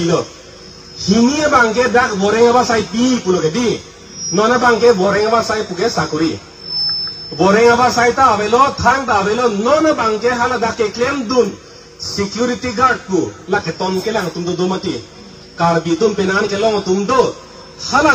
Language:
Karbi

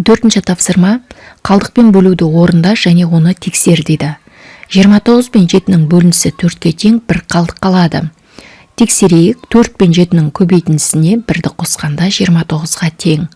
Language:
Kazakh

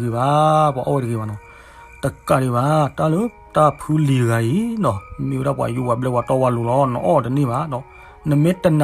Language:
S'gaw Karen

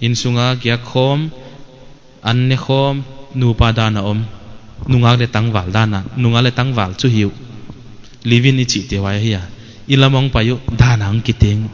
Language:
Paite Chin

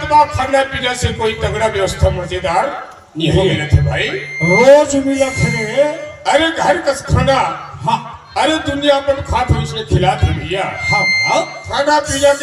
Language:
Chhattisgarhi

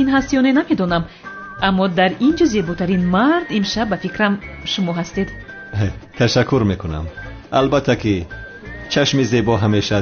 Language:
Tajik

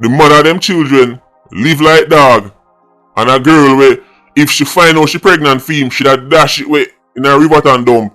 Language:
Jamaican Creole English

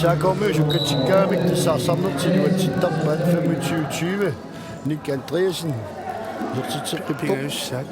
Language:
Kalaallisut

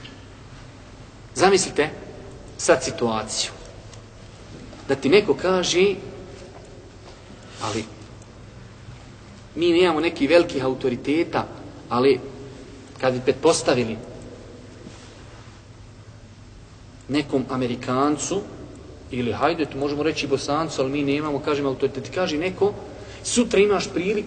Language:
Bosnian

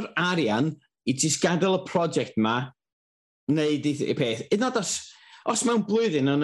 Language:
Welsh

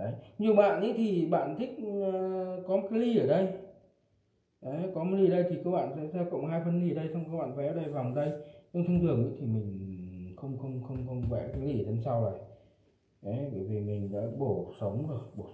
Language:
Vietnamese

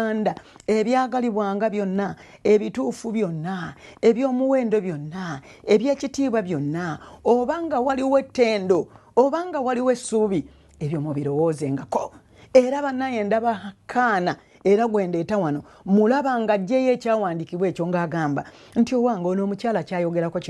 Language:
Ganda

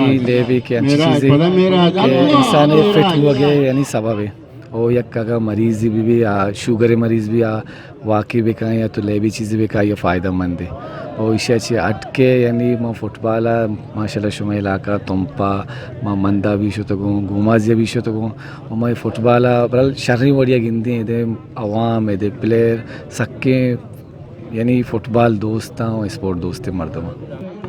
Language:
Eastern Balochi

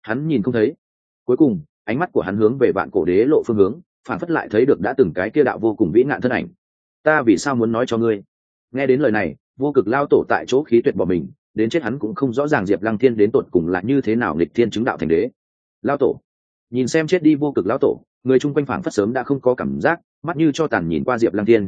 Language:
Vietnamese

